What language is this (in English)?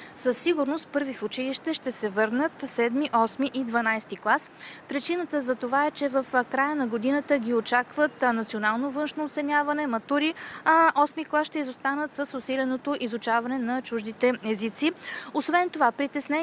Bulgarian